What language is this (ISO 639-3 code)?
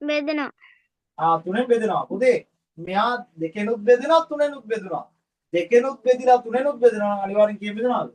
sin